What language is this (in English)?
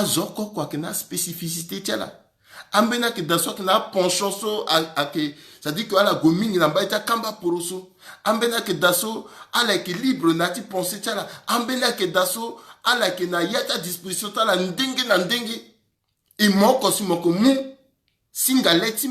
Sango